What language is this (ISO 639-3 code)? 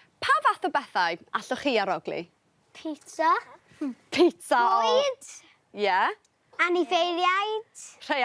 cym